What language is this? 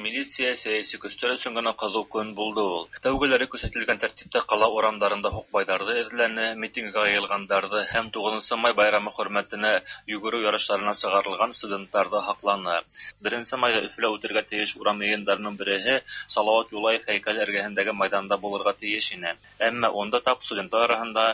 Tatar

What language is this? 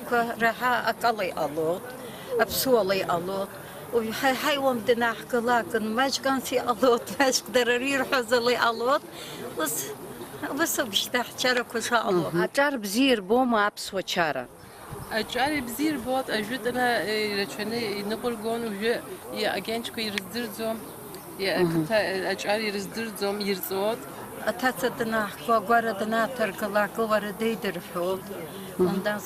Abkhazian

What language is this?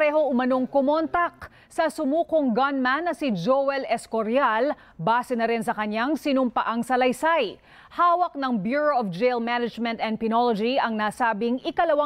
Filipino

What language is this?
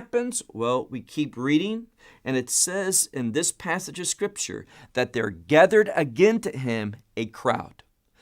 English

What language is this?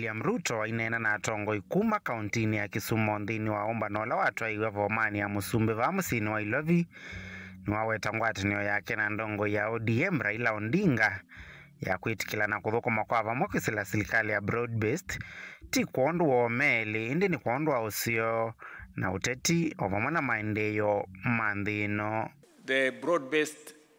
Kamba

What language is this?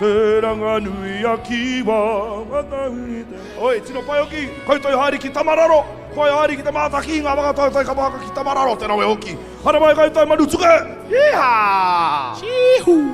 Māori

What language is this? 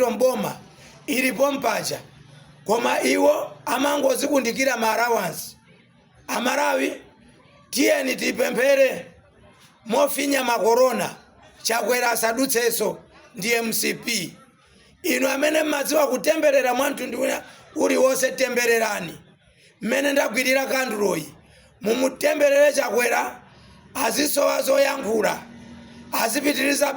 Nyanja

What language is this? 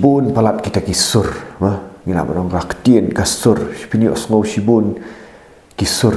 Khasi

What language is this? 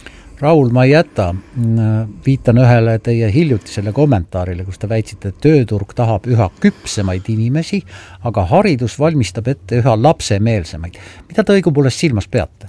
Estonian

